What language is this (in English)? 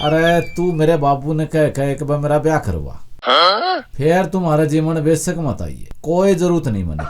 Haryanvi